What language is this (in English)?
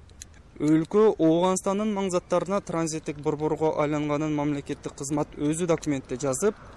Kyrgyz